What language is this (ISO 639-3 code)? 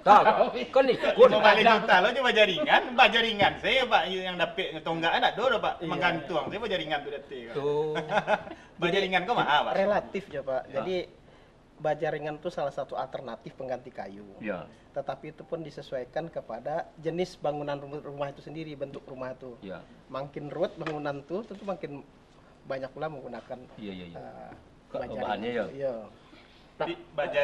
min